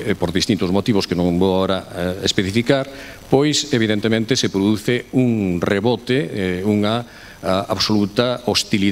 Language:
Galician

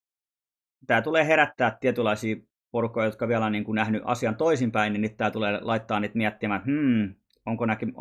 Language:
Finnish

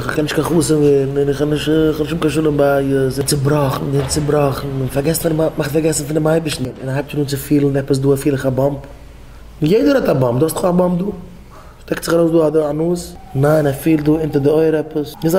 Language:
Yiddish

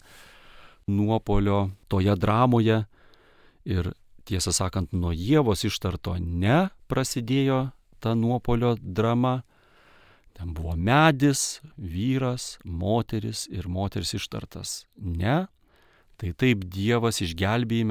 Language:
Lithuanian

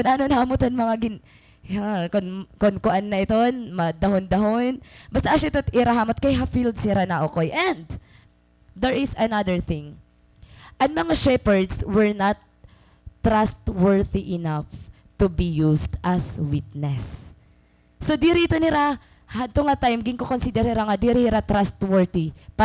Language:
Waray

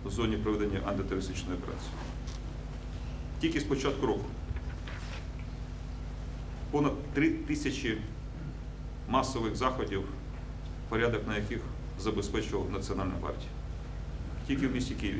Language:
Ukrainian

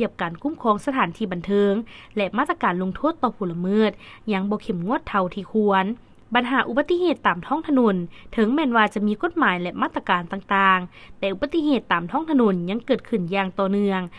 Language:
Lao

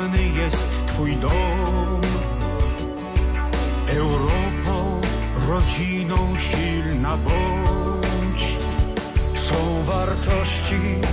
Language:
Polish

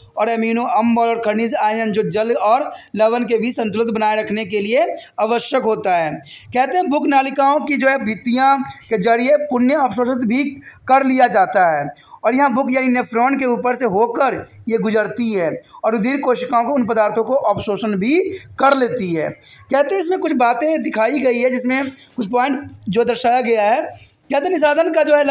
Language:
Hindi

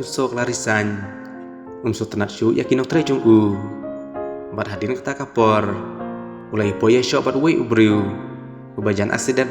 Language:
Khasi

